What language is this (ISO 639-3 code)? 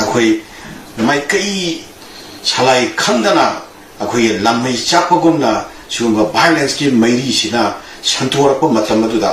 mni